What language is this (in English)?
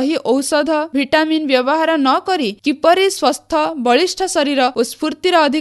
Odia